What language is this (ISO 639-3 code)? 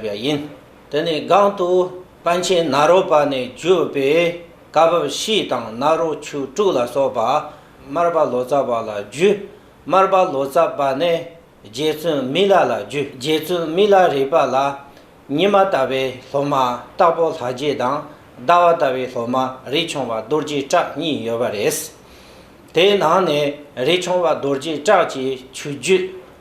bod